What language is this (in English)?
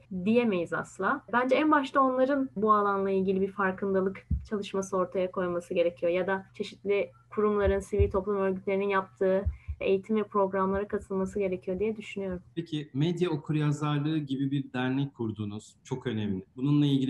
Turkish